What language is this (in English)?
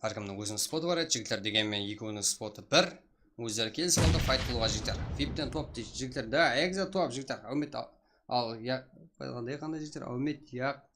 Kara-Kalpak